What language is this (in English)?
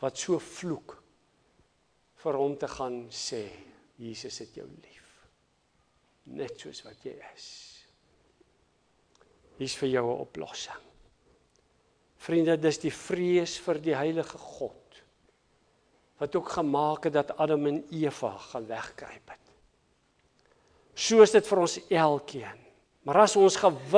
Afrikaans